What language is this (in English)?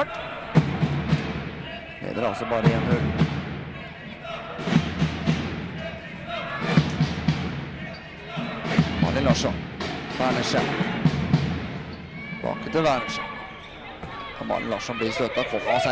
Norwegian